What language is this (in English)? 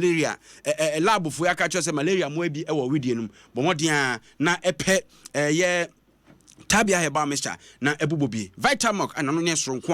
Akan